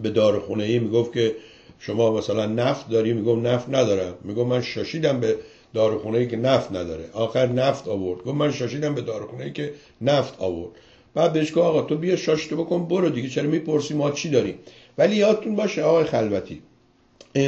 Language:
Persian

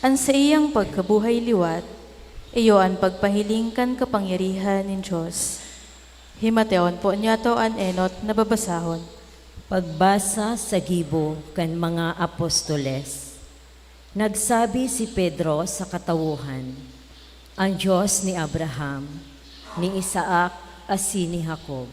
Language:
Bikol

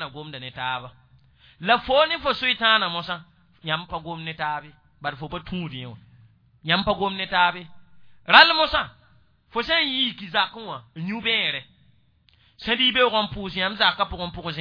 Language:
Mossi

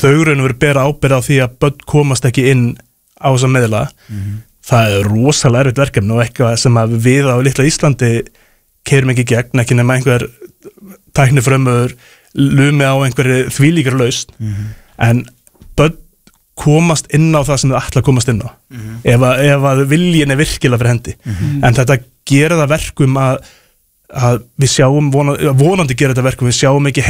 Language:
Icelandic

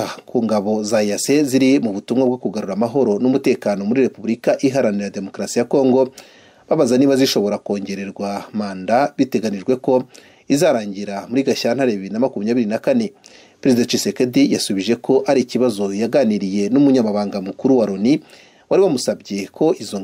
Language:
Kinyarwanda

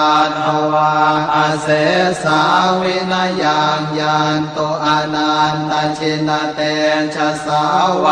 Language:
Pali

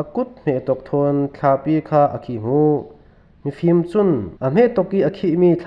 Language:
Falam Chin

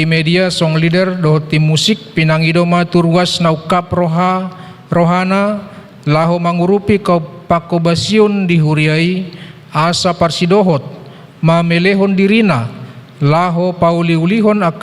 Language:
Batak Toba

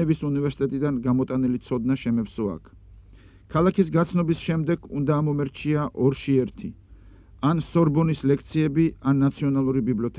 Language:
Georgian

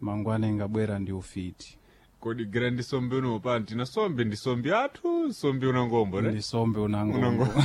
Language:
Sena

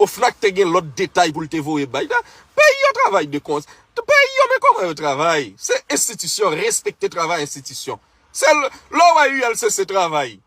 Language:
Haitian Creole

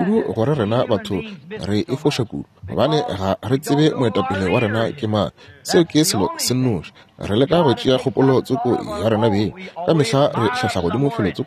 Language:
Northern Sotho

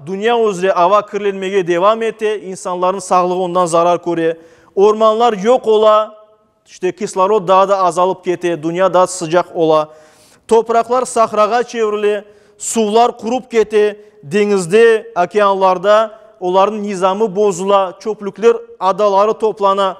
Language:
Crimean Tatar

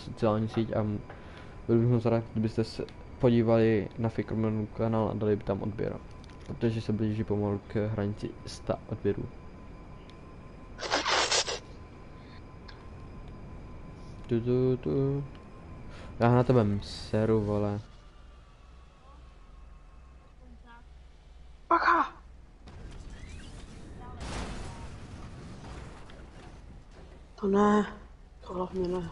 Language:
Czech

